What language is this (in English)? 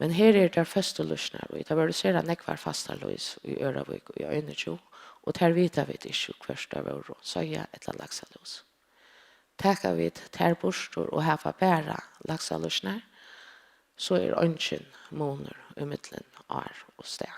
Faroese